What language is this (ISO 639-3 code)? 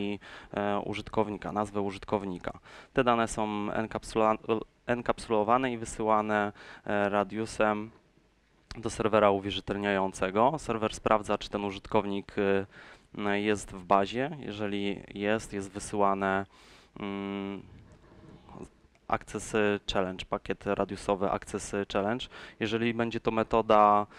pol